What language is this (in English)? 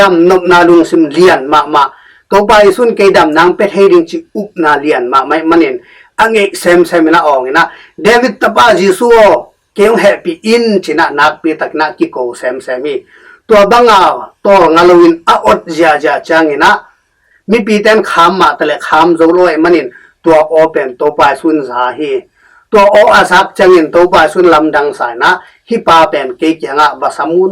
Tedim Chin